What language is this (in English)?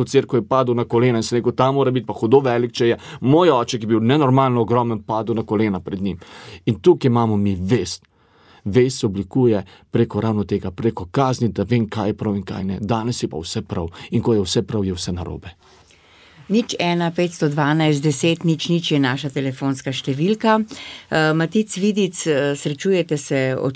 Slovenian